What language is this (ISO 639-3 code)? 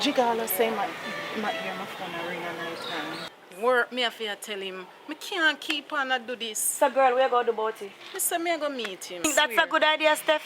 jam